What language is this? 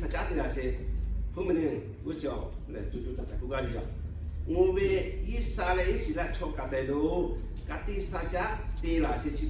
Lahu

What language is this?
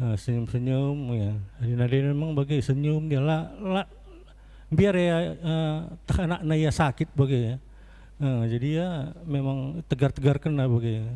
Batak Karo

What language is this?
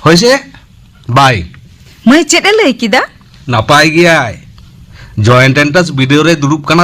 Santali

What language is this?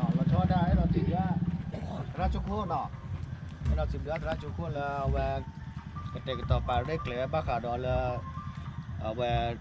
S'gaw Karen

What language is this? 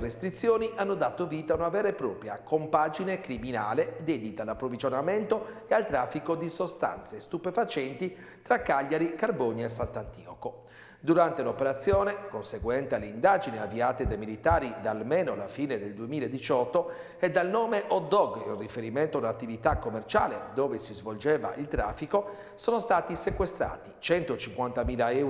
Italian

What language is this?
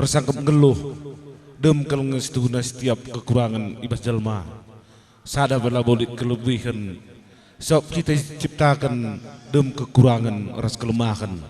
Batak Karo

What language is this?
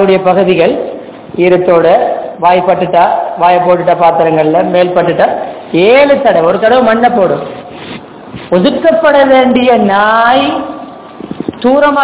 Tamil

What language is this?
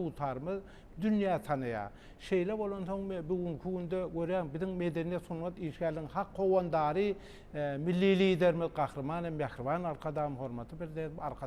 Turkmen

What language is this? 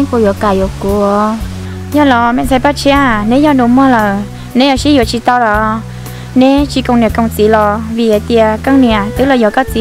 Vietnamese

